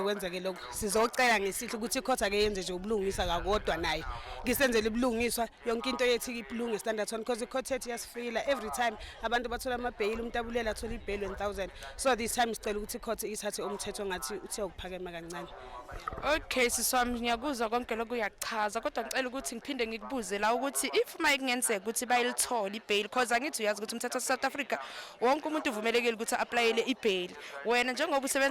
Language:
Zulu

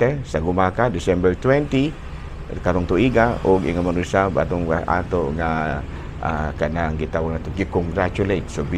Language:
Cebuano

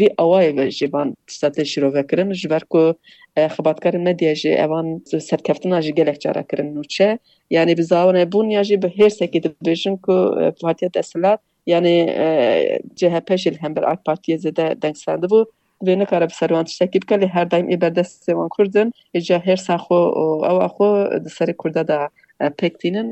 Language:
Kurdish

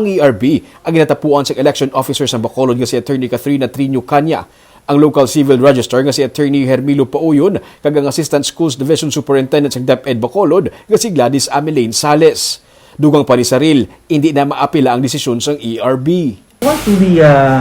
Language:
Hiligaynon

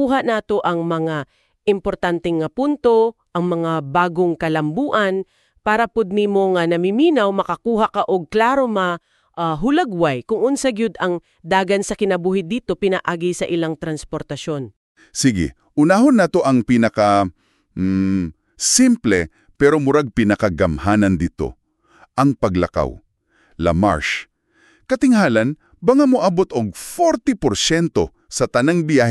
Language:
Cebuano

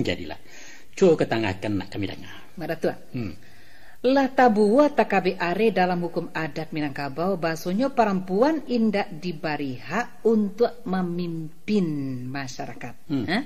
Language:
Minangkabau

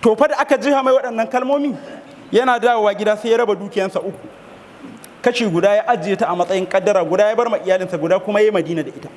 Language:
Hausa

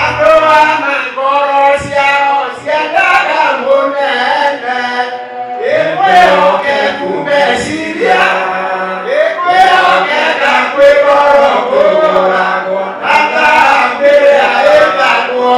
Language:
Kikuyu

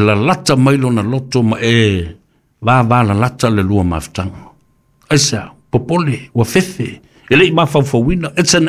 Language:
Samoan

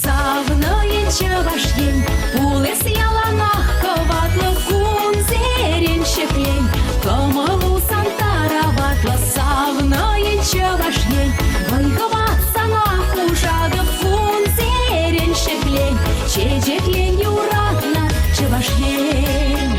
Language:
Chuvash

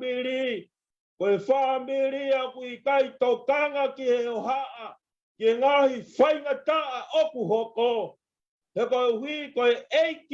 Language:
Tongan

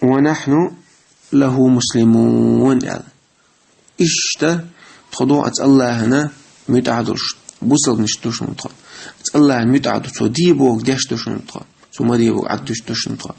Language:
Chechen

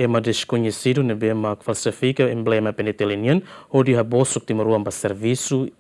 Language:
Tetum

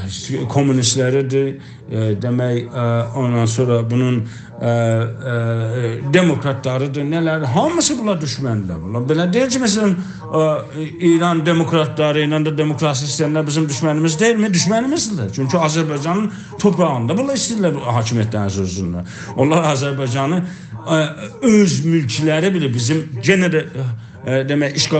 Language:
South Azerbaijani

